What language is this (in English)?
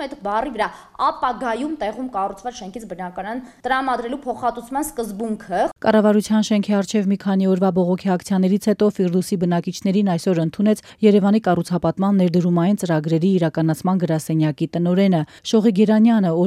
Armenian